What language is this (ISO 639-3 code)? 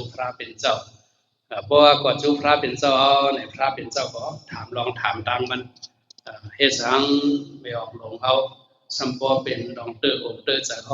shn